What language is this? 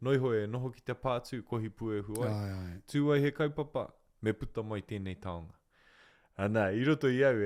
Māori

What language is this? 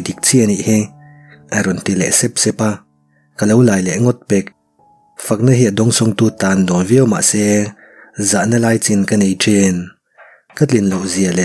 Mizo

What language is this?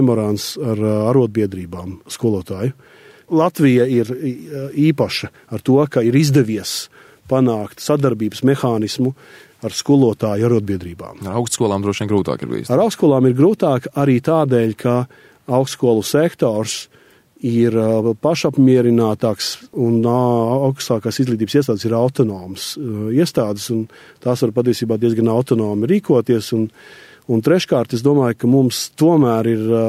Latvian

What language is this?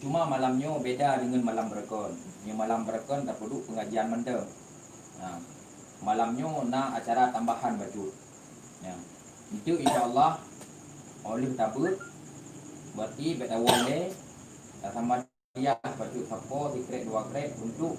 Achinese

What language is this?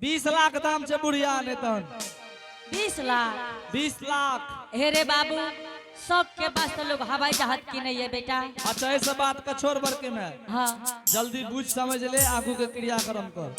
Angika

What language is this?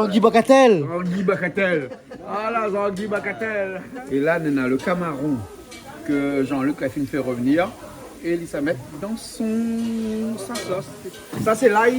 Réunion Creole French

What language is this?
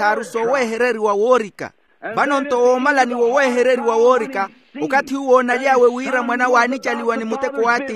Makhuwa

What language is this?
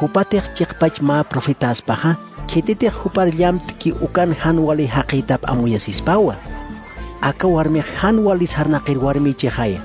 Aymara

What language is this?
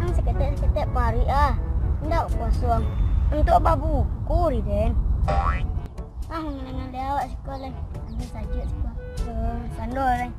Minangkabau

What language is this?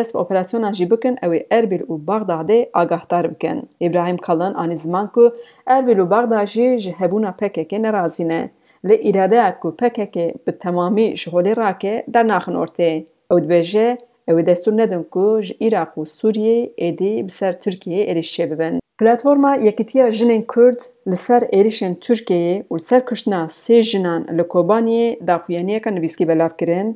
Kurdish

